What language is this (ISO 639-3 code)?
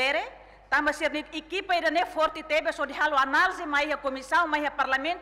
tet